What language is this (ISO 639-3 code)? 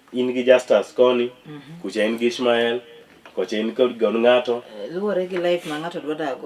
luo